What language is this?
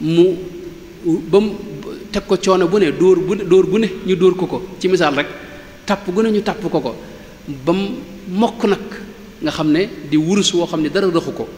Wolof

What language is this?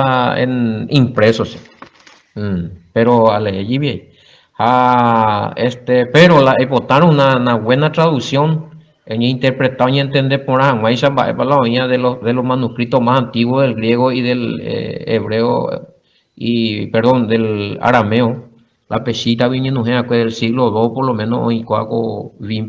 Guarani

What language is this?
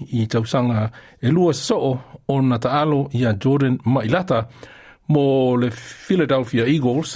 Samoan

